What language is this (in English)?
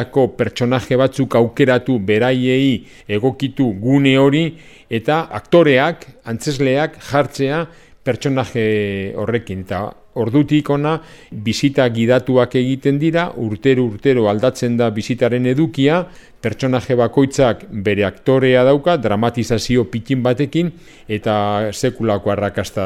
Basque